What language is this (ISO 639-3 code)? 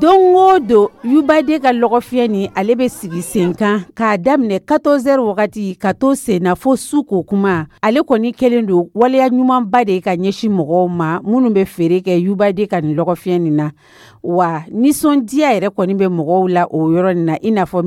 dyu